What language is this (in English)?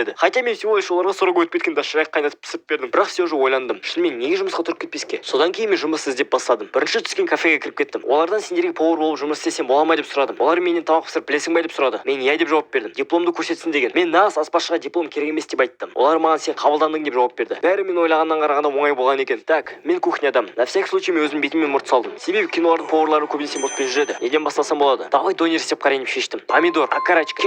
Kazakh